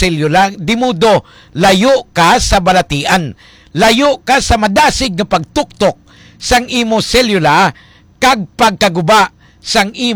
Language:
Hiligaynon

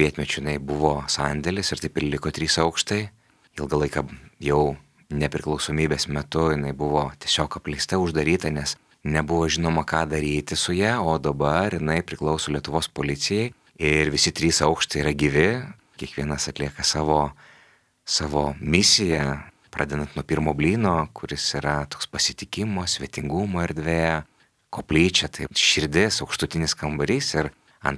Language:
Lithuanian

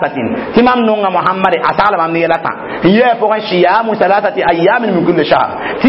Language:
Mossi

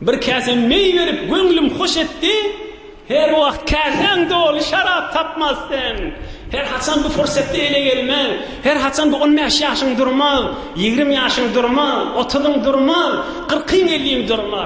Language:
Turkmen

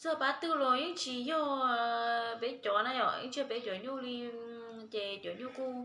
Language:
Hmong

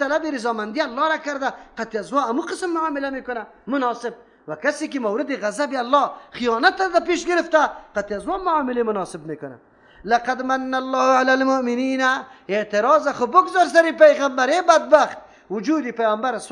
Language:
Persian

